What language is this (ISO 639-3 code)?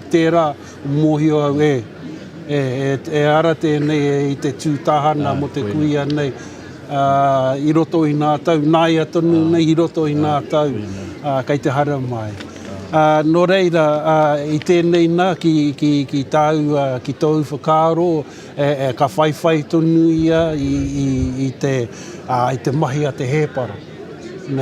mri